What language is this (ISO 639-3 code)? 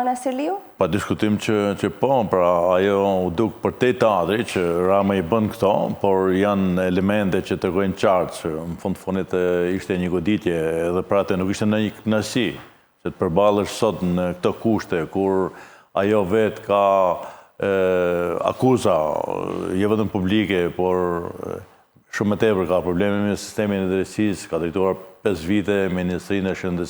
sqi